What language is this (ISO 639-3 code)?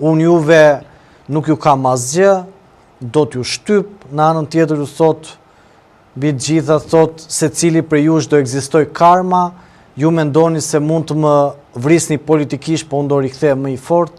sqi